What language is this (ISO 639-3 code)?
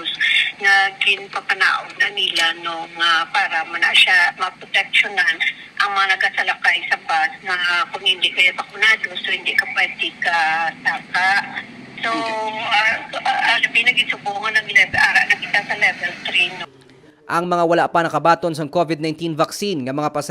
hil